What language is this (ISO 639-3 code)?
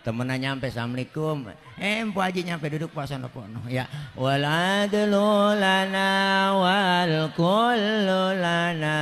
bew